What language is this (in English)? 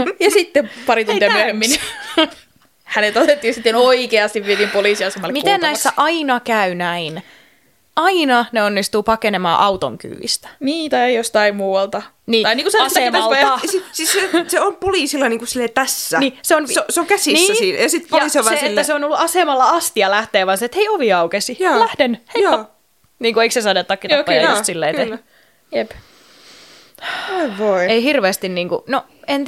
Finnish